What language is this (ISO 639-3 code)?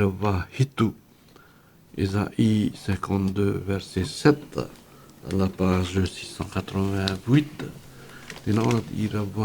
tah